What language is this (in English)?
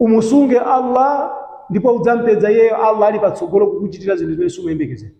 Nyanja